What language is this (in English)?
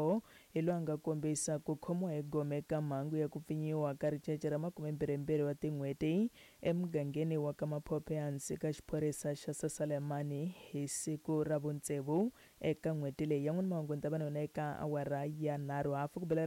Tsonga